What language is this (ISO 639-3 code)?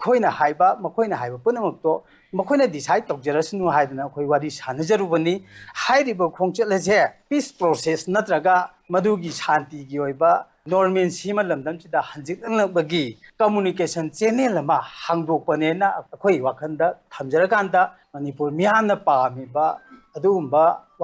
mni